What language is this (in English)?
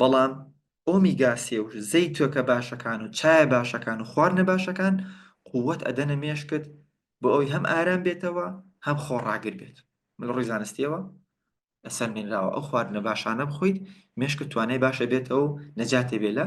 Central Kurdish